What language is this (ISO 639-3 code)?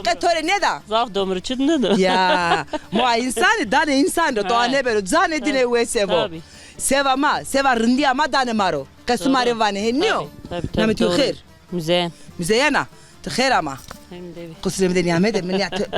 zza